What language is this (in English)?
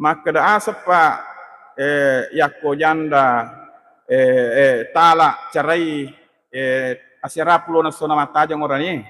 Buginese